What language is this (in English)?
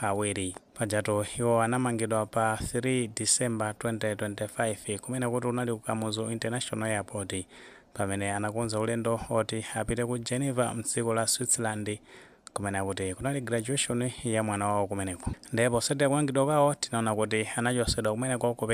Nyanja